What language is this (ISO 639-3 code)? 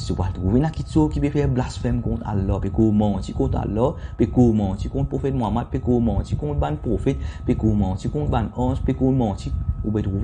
mfe